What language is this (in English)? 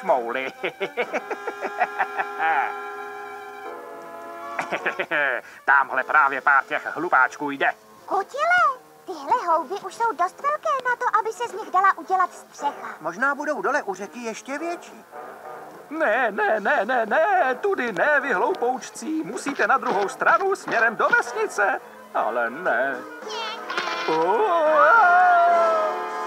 Czech